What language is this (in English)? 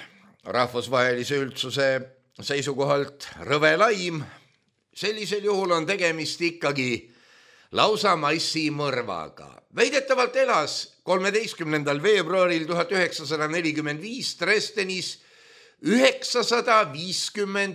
Estonian